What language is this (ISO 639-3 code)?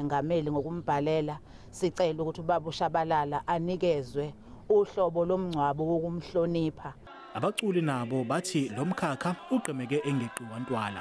zul